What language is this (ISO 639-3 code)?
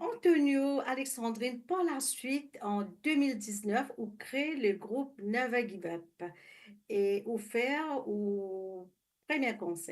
mfe